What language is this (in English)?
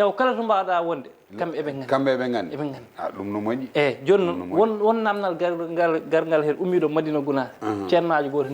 Fula